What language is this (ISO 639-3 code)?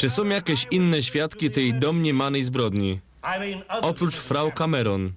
szl